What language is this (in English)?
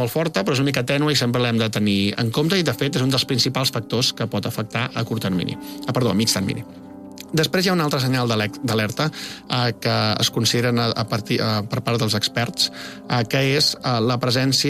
Catalan